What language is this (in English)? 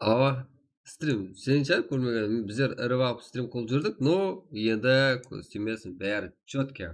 Kara-Kalpak